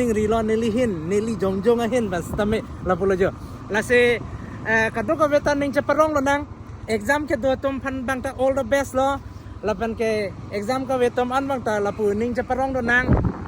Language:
Karbi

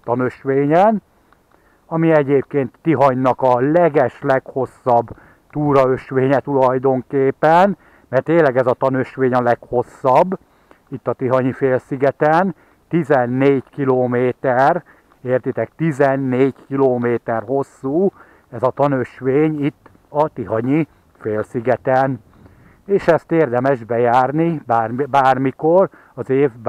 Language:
Hungarian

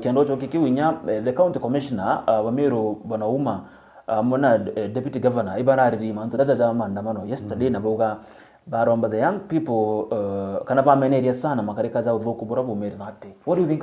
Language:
Meru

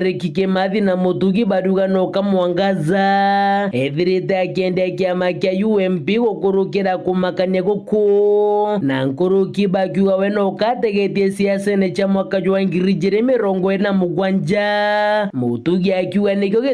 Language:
Meru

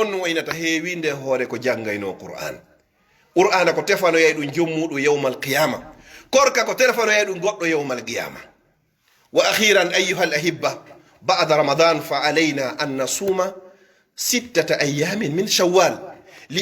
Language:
Pular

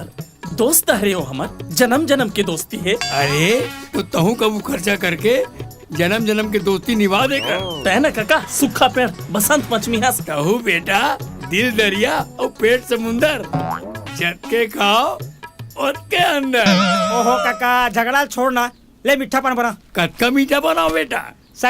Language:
Chhattisgarhi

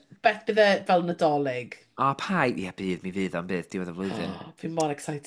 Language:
Welsh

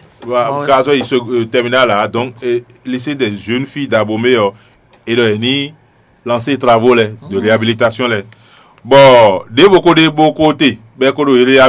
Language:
Fon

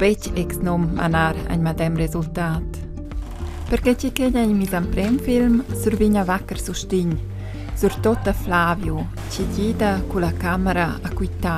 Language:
Romansh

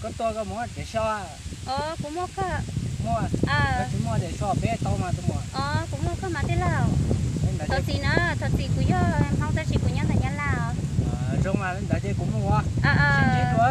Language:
Hmong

